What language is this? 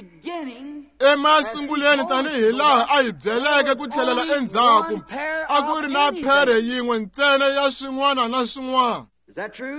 Tsonga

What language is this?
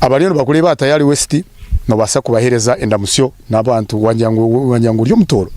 Nyankole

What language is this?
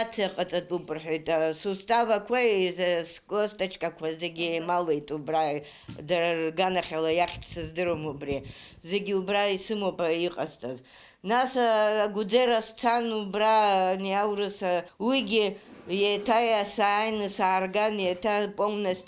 Abkhazian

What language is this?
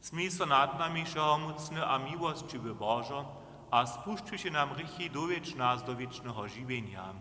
Upper Sorbian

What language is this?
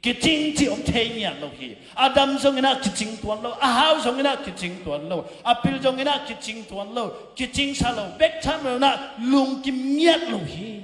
Tedim Chin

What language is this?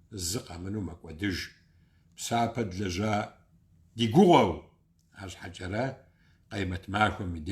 Kabardian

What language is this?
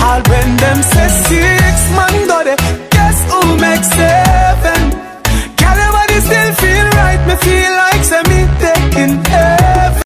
Jamaican Creole English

